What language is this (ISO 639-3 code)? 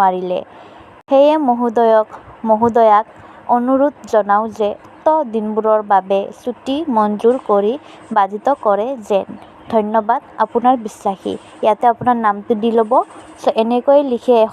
asm